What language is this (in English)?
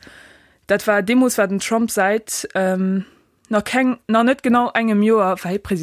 Luxembourgish